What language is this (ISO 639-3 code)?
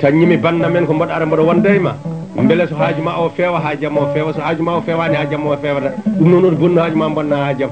ful